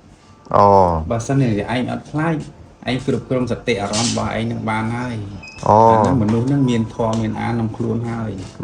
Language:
Khmer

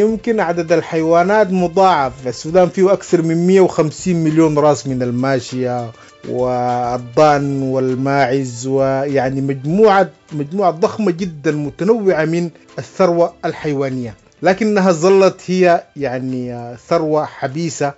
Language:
Sudanese Arabic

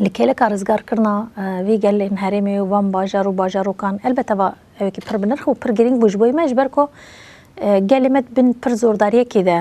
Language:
Kurdish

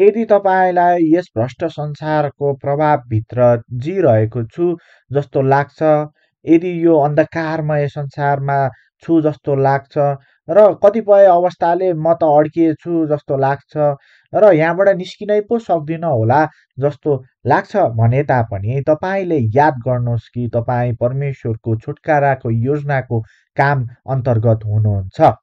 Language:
Nepali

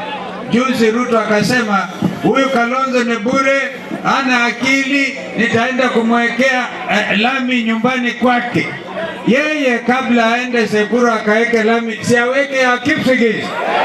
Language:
Gusii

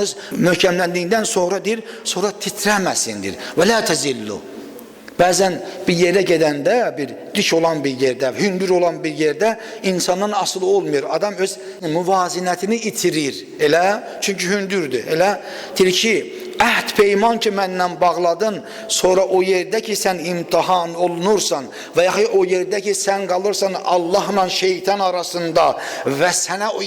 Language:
Azerbaijani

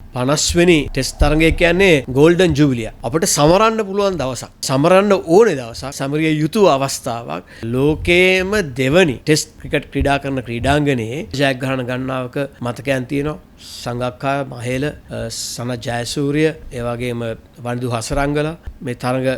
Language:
Sinhala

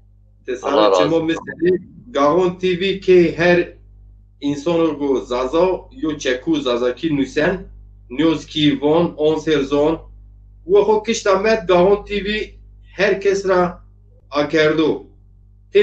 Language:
Zaza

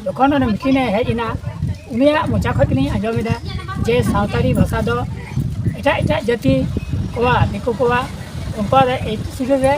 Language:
Santali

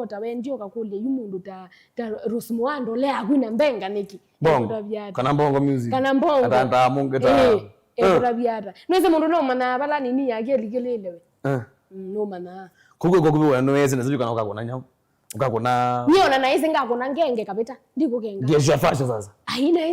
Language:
Kamba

